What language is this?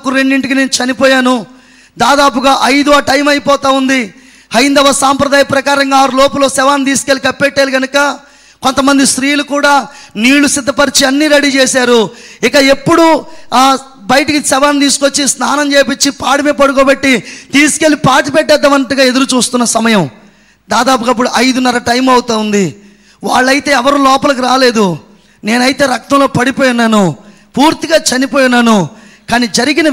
Telugu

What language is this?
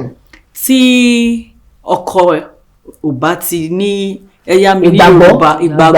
Yoruba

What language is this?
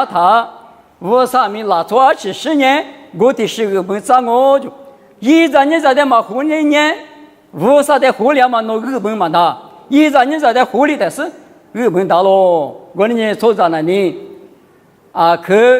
Lisu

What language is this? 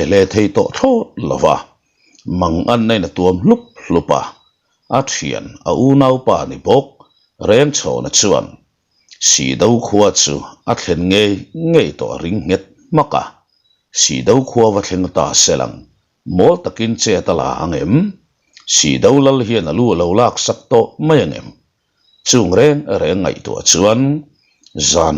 Mizo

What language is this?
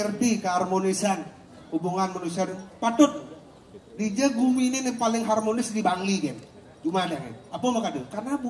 Balinese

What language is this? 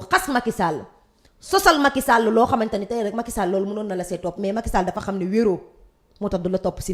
Wolof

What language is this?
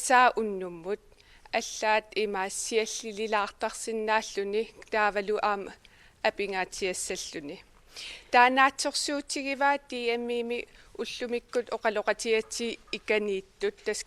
Kalaallisut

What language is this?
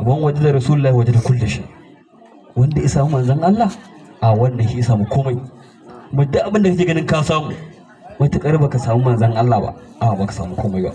Hausa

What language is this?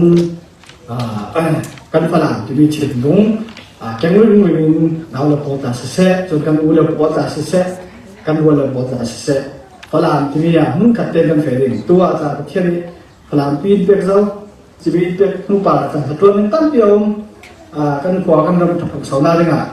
Falam Chin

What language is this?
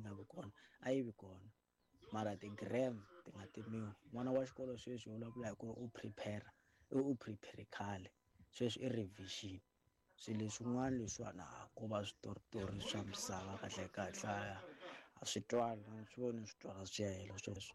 Tsonga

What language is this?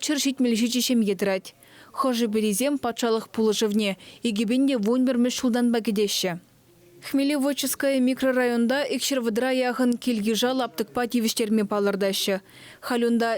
Chuvash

